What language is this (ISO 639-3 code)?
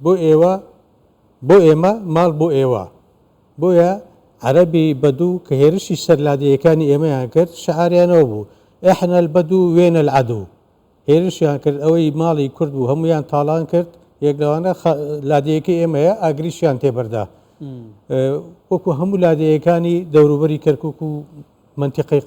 ckb